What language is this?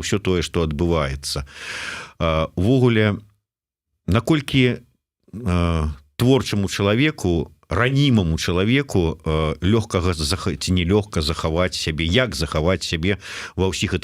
Belarusian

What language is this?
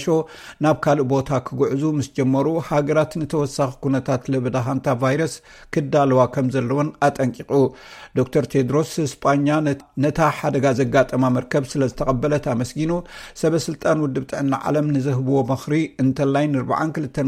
Tigrinya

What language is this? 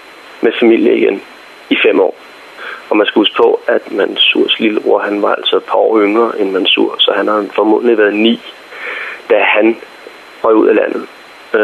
Danish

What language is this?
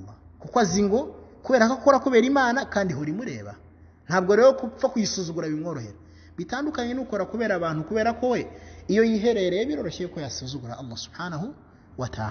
Kinyarwanda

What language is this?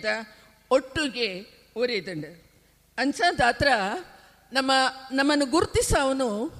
Tulu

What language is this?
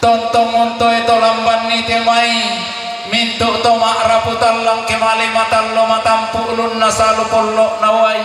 Toraja-Sa'dan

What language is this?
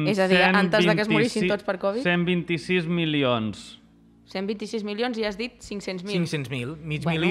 Catalan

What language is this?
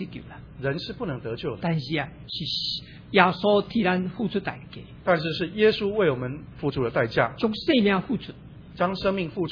Min Nan Chinese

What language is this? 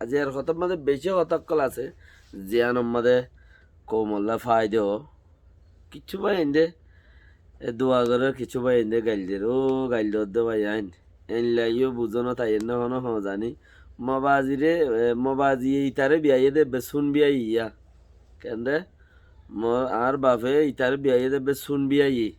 Rohingya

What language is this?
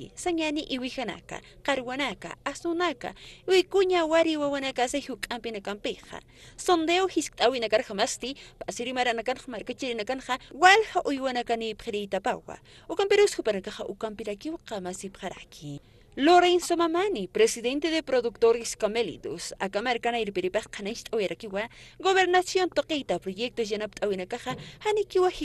Aymara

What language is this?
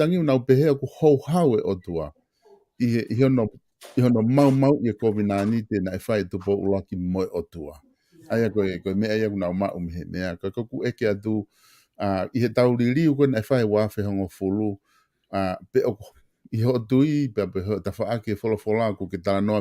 Tongan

